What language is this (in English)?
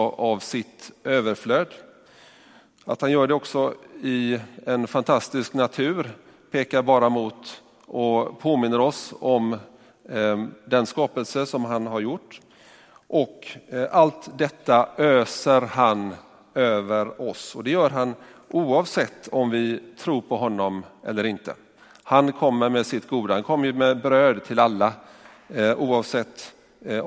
Swedish